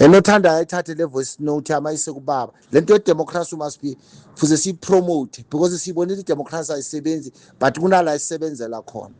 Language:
Zulu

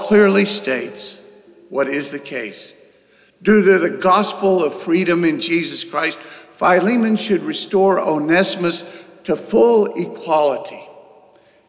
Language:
English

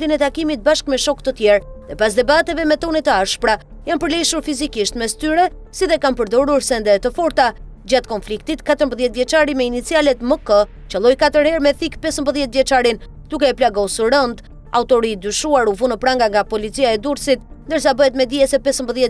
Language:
Albanian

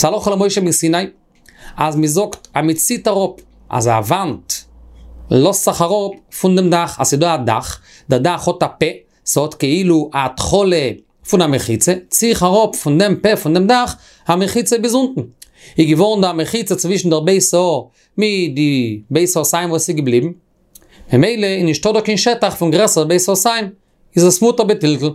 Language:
Yiddish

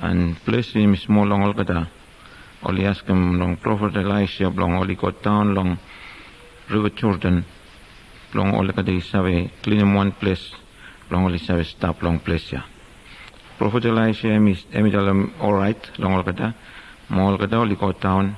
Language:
Bislama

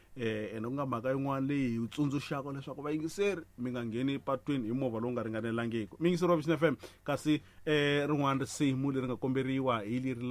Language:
Tsonga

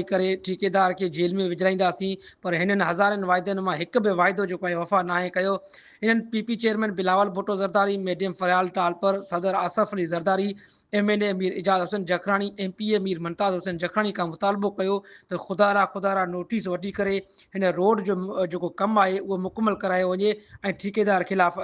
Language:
Sindhi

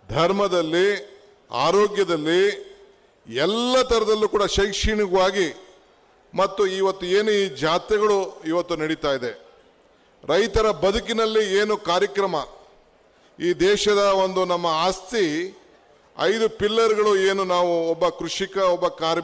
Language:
Kannada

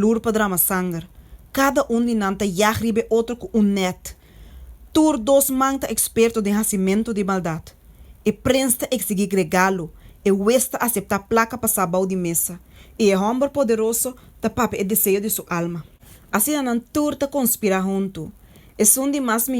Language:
Papiamento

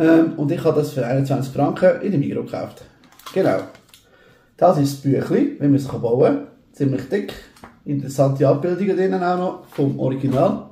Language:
Swiss German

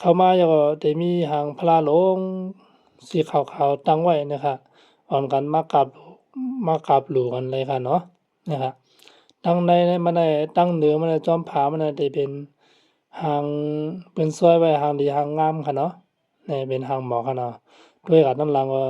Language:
Shan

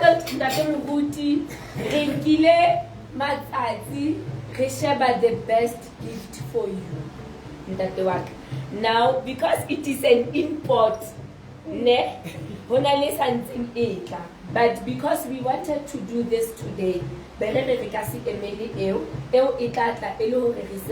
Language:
Southern Sotho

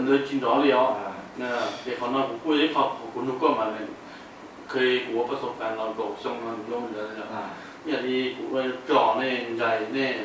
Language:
Hmong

